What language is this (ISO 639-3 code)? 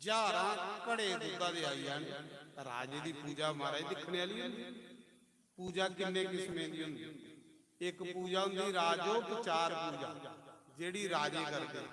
doi